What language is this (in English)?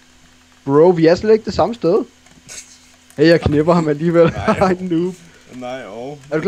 Danish